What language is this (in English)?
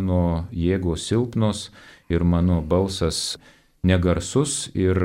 Lithuanian